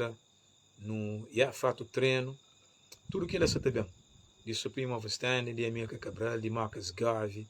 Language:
Kabuverdianu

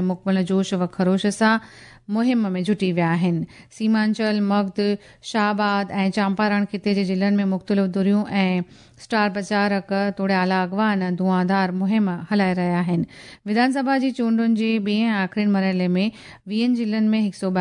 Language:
Sindhi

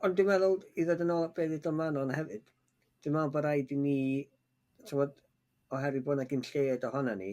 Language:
Welsh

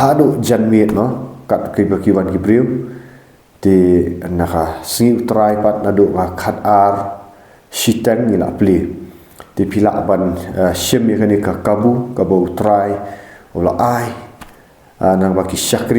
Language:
Khasi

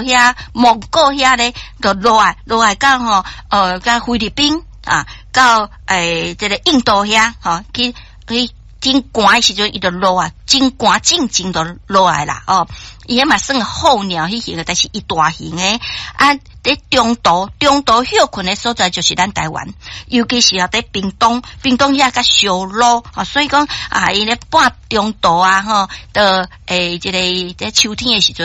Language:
Min Nan Chinese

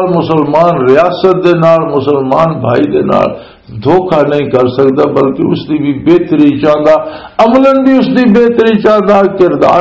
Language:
Western Panjabi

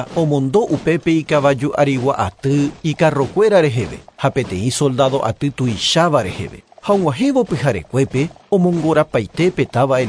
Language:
Guarani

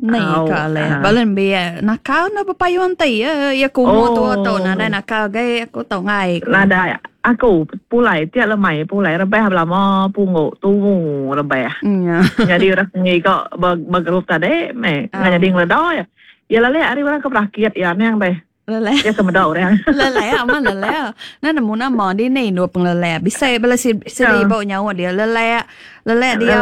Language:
Iban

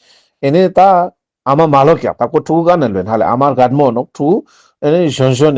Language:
Ladakhi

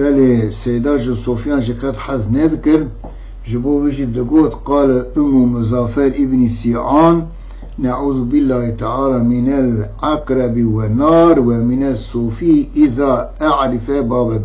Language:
Kurdish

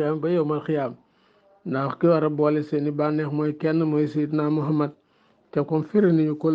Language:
Wolof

